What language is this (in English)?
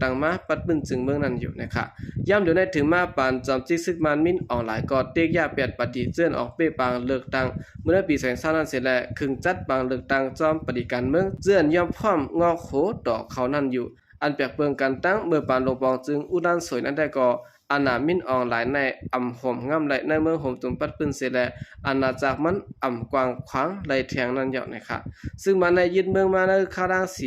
Shan